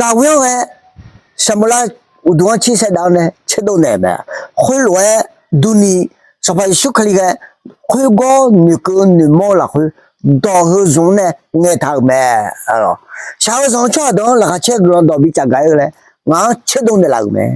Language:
Akha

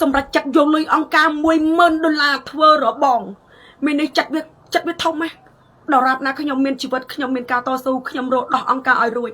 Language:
Khmer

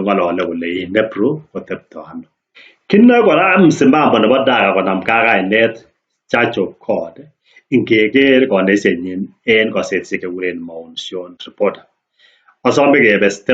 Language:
Kalenjin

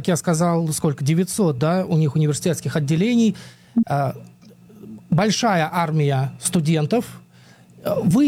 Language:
Russian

